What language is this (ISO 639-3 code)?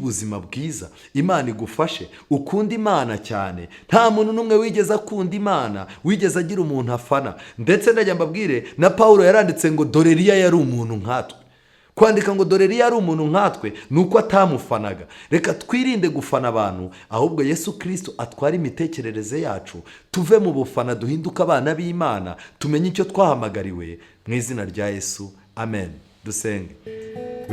kin